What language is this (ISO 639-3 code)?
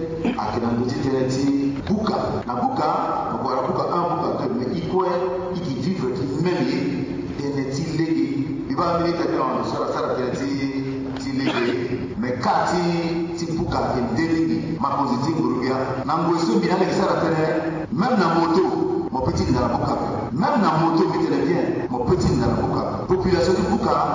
sag